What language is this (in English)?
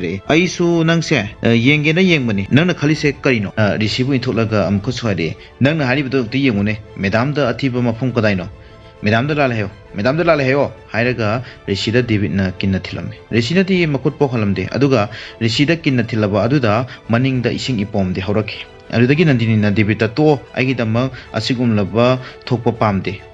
Manipuri